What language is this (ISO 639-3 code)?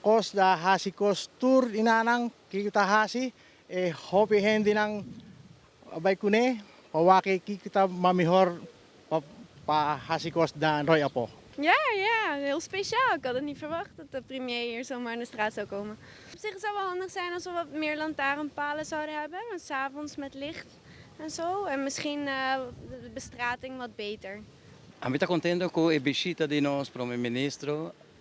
pap